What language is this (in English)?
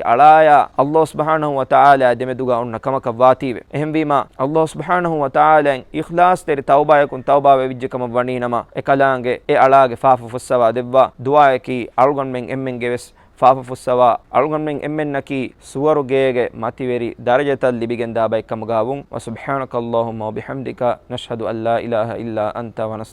Divehi